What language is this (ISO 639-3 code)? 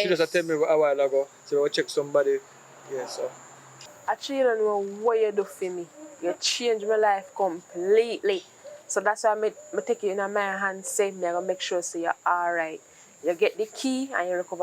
jam